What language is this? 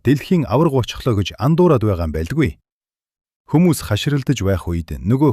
Mongolian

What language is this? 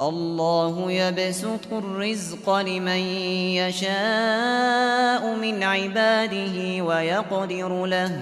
Uyghur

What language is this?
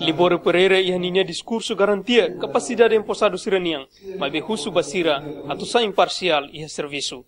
Tetum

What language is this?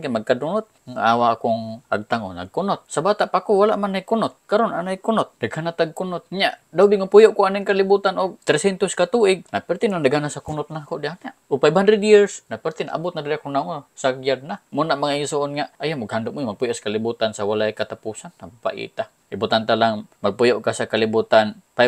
Cebuano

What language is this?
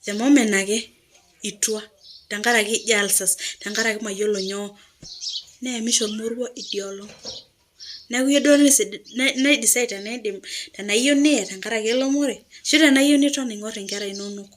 Masai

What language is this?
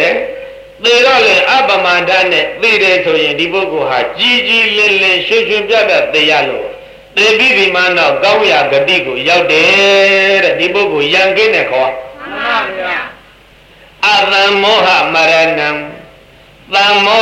Burmese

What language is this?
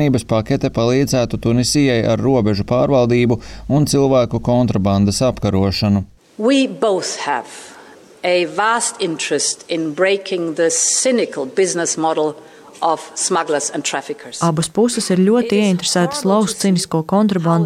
Latvian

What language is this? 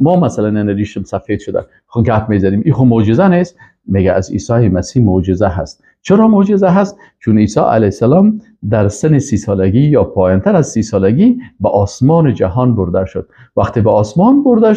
Persian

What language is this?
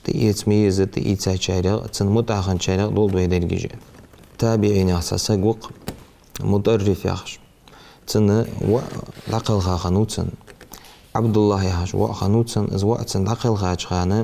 Ingush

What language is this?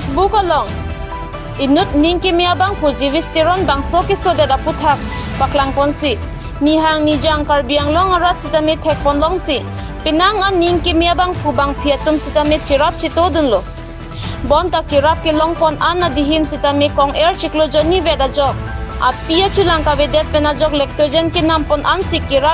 Karbi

